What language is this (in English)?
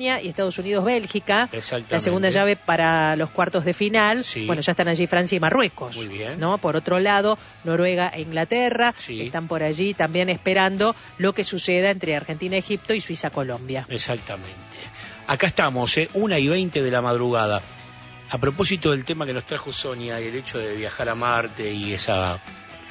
Spanish